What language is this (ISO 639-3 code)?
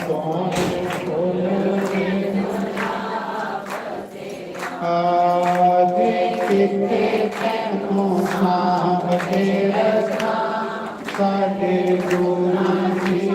doi